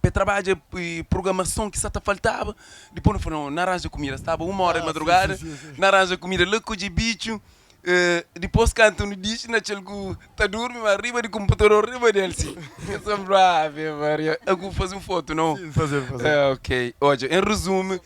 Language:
Kabuverdianu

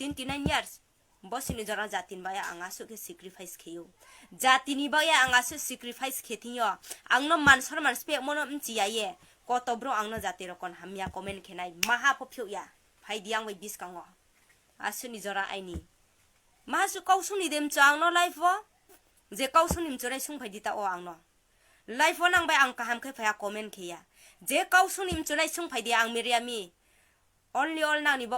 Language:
Riang (India)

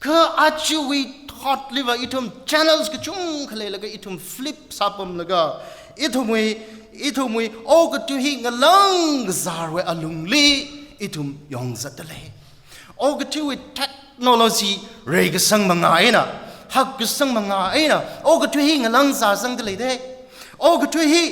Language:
Tangkhul Naga (India)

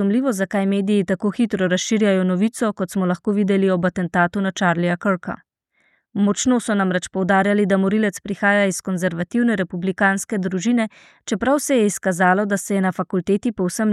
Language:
Slovenian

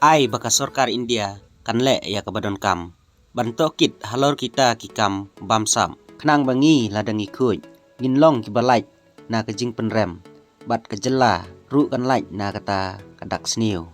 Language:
Khasi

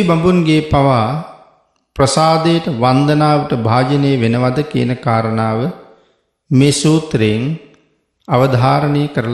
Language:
Sinhala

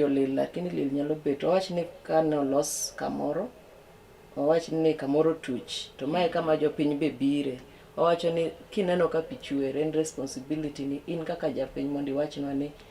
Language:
Luo (Kenya and Tanzania)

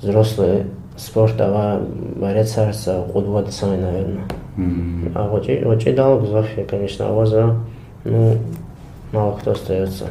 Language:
Lezghian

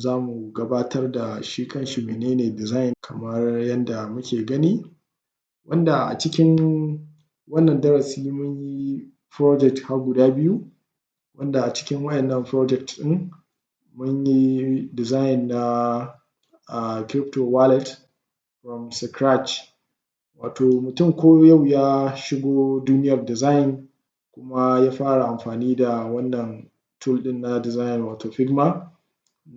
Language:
Hausa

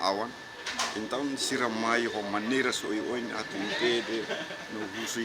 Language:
Tetum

